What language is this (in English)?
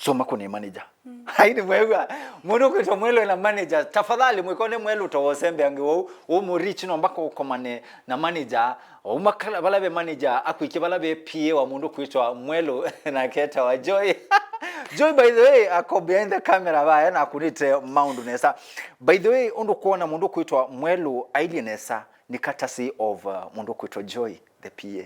Kamba